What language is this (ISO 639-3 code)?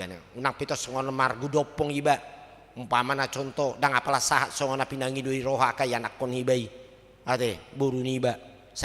bbc